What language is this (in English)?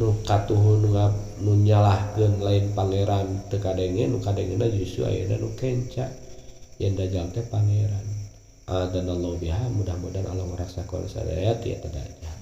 Sundanese